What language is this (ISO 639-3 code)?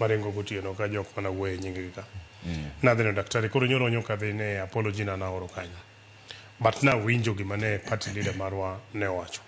luo